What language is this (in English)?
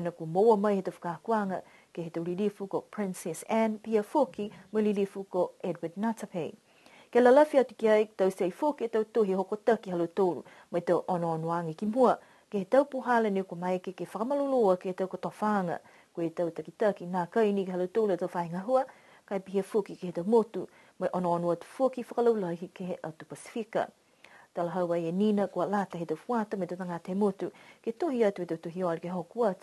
Niuean